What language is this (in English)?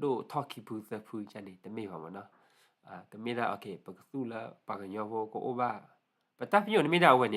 S'gaw Karen